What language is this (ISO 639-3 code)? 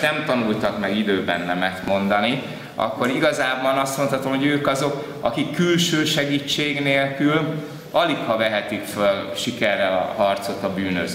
hun